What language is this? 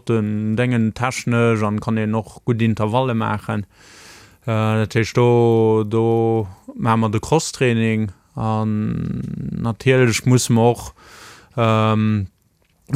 Luxembourgish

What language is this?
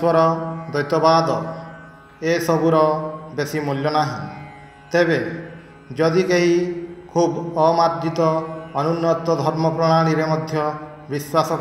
Odia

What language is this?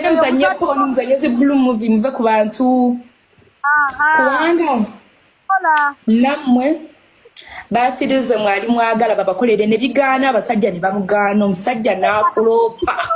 Ganda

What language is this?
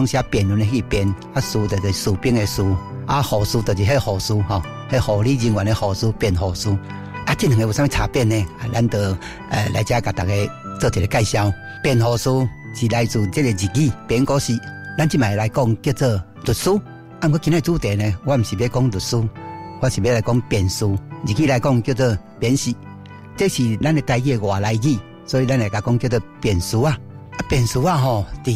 Min Nan Chinese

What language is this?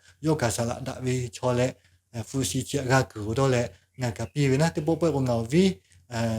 Lahu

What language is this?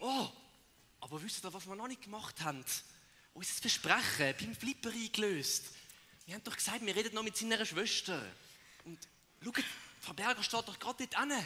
Swiss German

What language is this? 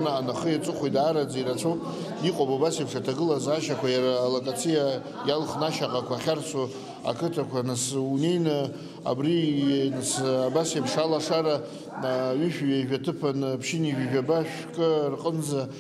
Abkhazian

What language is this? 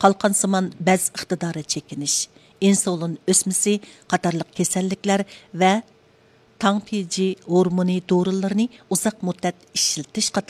Uyghur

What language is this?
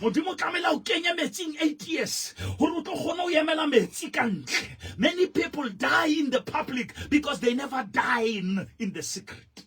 Southern Sotho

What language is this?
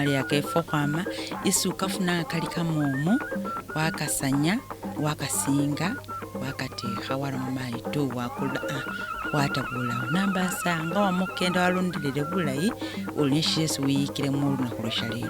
Masaaba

